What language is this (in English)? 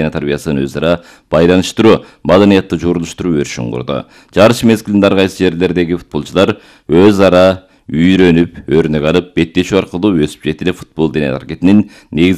Kyrgyz